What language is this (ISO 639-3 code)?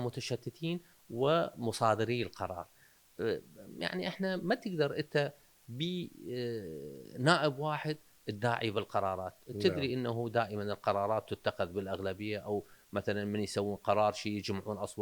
acm